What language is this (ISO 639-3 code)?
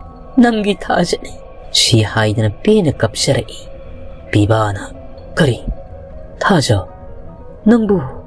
mni